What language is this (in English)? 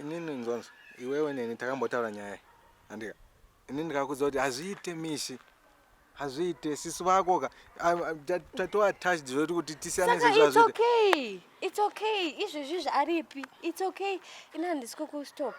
Shona